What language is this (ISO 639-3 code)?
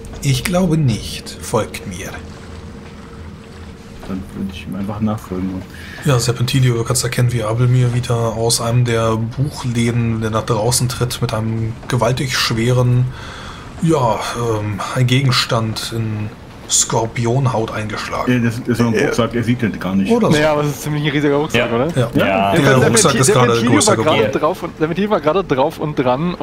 deu